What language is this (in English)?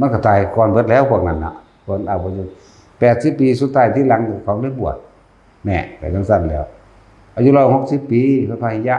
Northeastern Thai